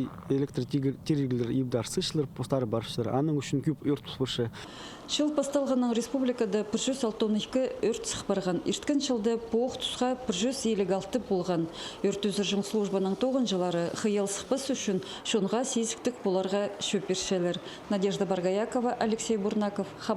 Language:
Khakas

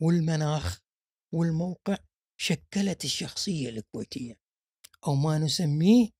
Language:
Gulf Arabic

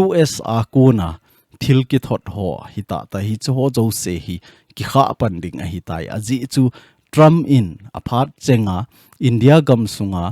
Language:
Thado Chin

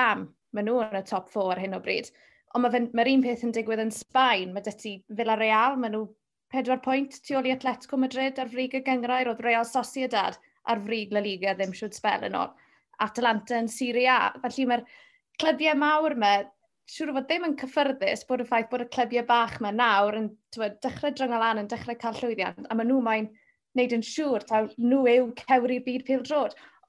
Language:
Welsh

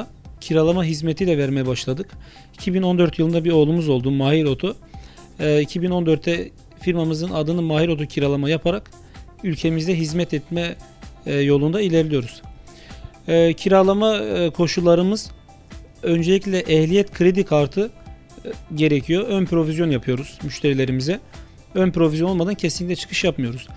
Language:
Turkish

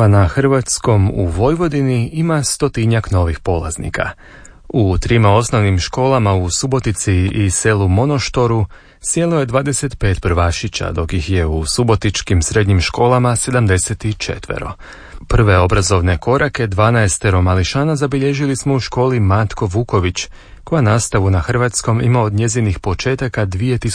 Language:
Croatian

